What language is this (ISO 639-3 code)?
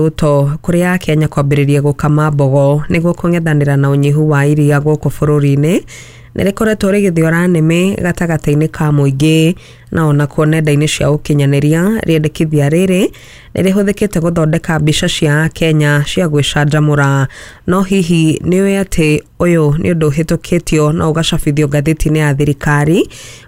kik